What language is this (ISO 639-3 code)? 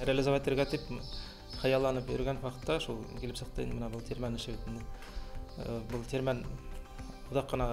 bak